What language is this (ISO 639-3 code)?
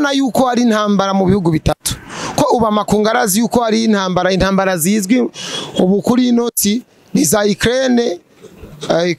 run